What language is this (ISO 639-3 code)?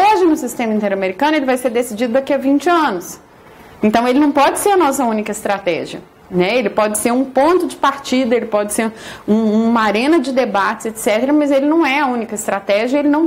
por